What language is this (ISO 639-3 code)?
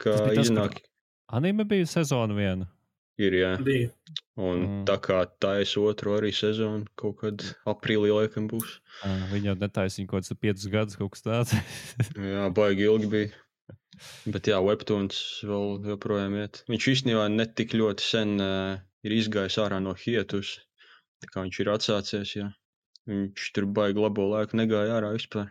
lav